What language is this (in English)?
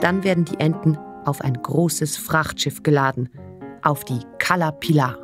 Swiss German